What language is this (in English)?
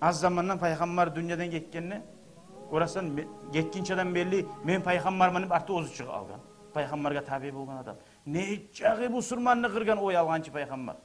Kumyk